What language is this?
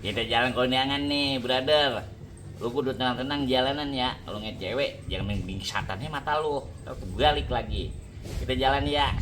Betawi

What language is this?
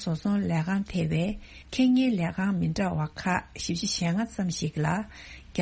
Tibetan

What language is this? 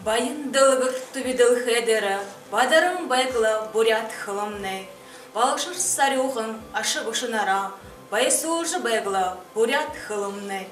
Buriat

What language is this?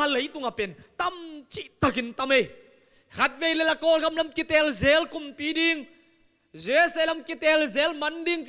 Tedim Chin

